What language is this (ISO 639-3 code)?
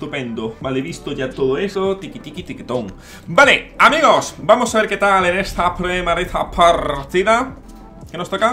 spa